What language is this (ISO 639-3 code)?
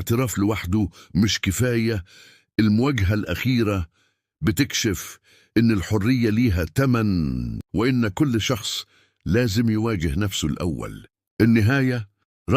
arz